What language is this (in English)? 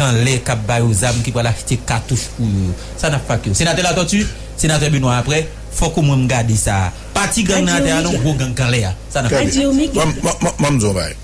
Haitian Creole